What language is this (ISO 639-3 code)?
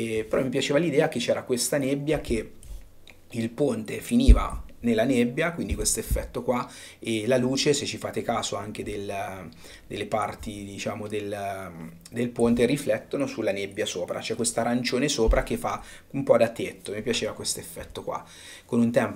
ita